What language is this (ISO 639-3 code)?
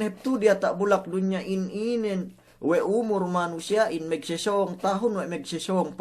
yka